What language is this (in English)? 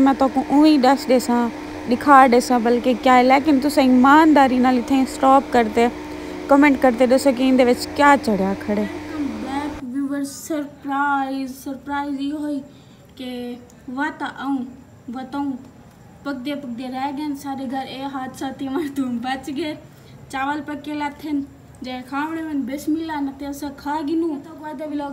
Saraiki